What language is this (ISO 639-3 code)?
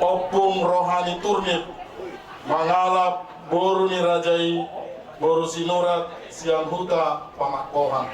bbc